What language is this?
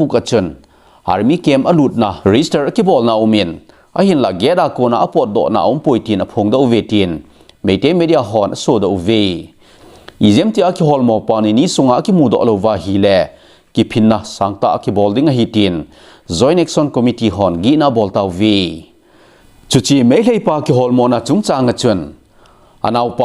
Thado Chin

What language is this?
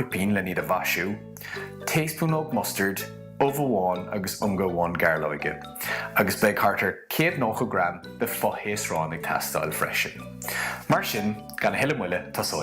Irish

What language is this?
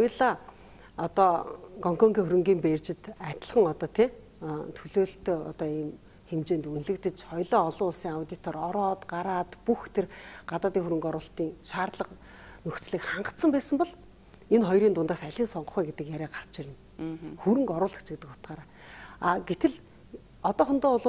Mongolian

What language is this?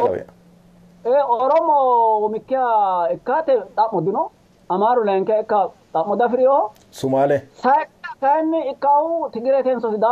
Sidamo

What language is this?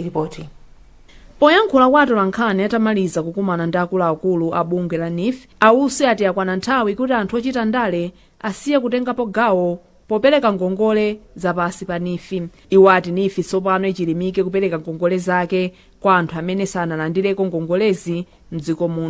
Nyanja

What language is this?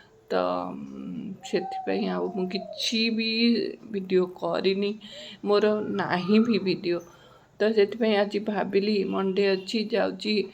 Odia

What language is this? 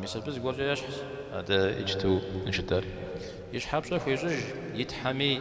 Kabardian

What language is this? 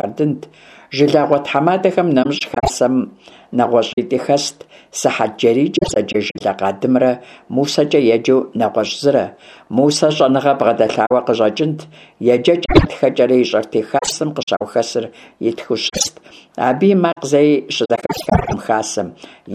Kabardian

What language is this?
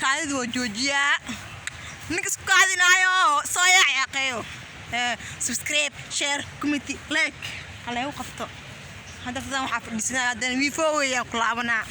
Somali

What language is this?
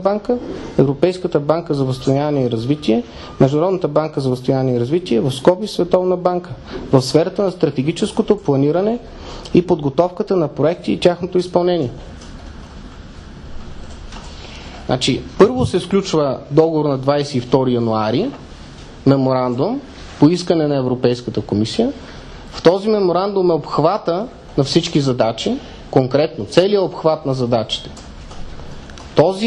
Bulgarian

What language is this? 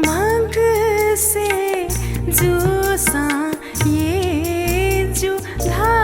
Newari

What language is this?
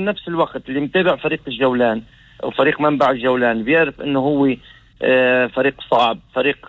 North Levantine Arabic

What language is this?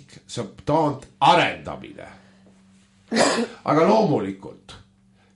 Estonian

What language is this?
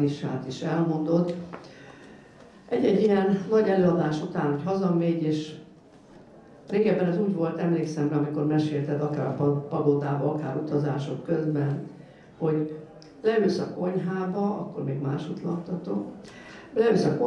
Hungarian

